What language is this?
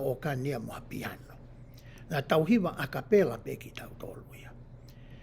Tongan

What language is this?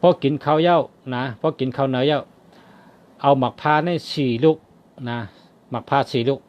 Shan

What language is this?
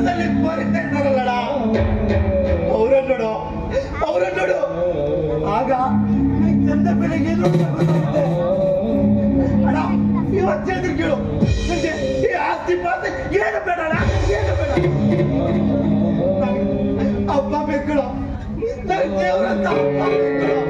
Kannada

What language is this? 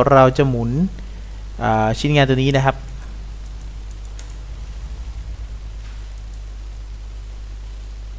Thai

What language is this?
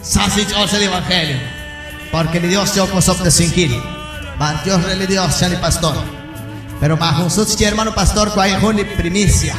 Kekchí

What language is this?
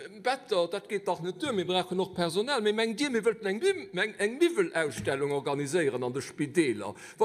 Luxembourgish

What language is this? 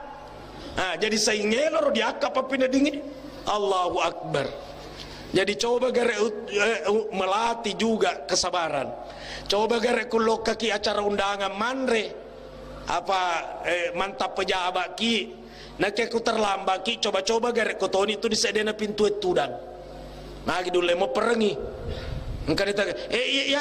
Buginese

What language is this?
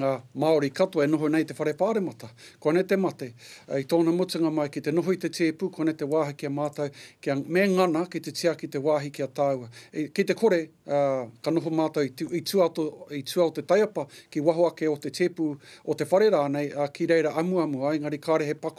Māori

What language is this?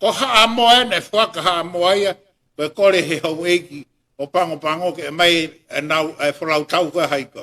Tongan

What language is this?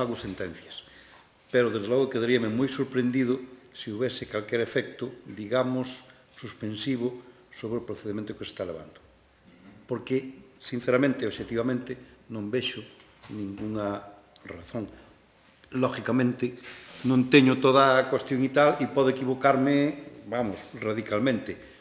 Galician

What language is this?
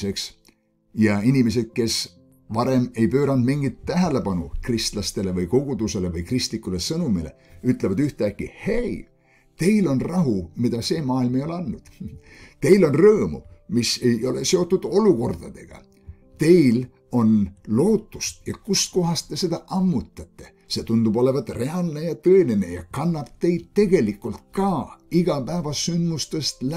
Estonian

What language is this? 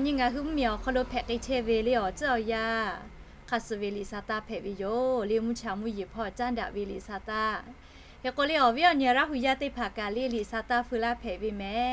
Lahu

